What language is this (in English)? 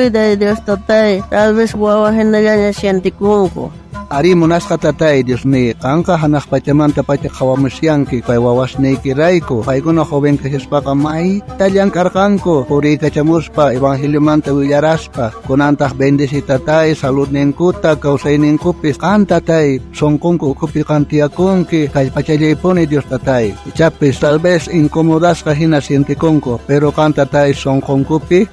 South Bolivian Quechua